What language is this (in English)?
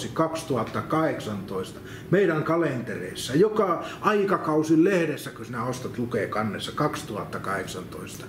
Finnish